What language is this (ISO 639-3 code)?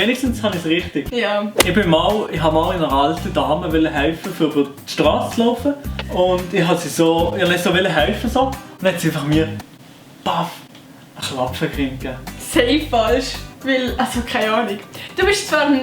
gsw